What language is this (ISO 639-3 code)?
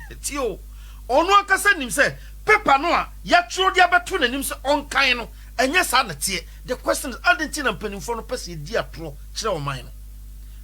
aka